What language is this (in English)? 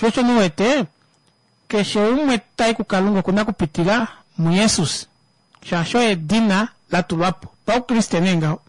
Kuanyama